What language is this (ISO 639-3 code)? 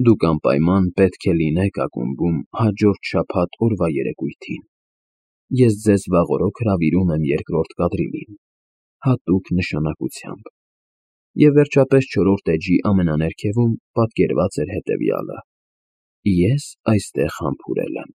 hye